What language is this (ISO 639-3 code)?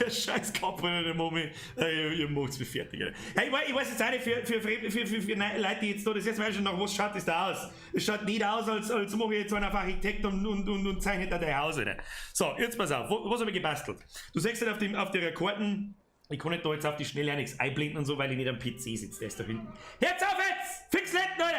bar